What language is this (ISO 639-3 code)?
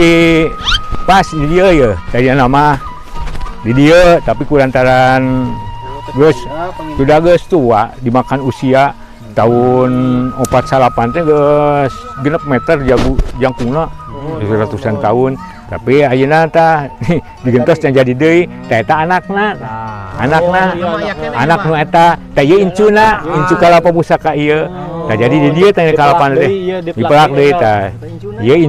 sun